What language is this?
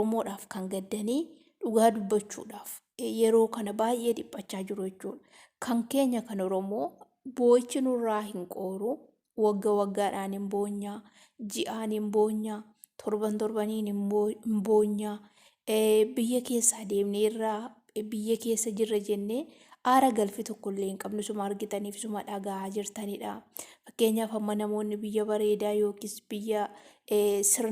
Oromo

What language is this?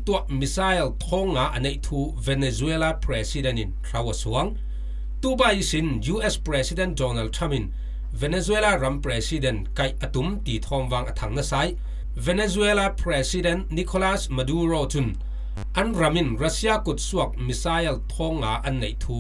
Falam Chin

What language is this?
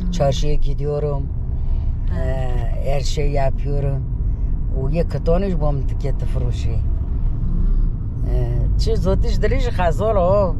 Kurdish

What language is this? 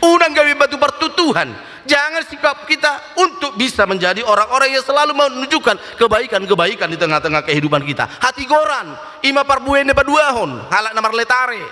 Batak Toba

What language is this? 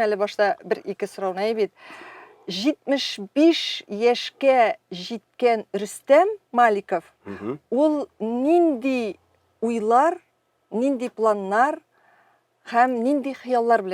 Tatar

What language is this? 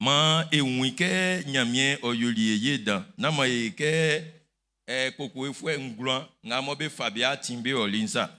Baoulé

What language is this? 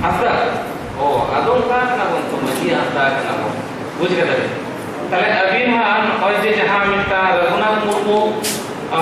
Santali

